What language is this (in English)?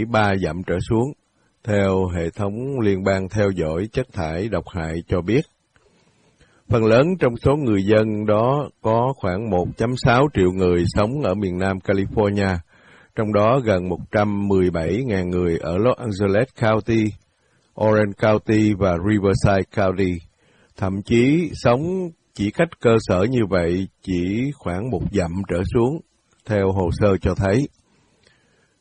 Vietnamese